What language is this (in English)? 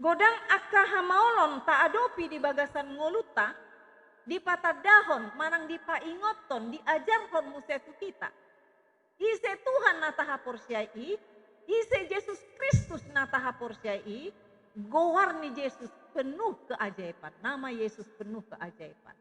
Batak Toba